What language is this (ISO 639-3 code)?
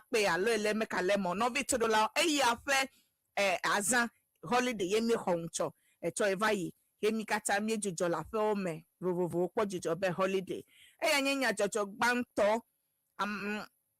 ewe